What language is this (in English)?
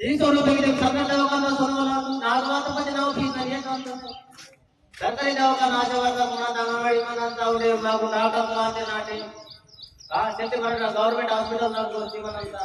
Aheri Gondi